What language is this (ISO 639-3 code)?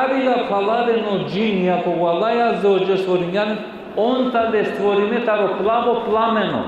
rmn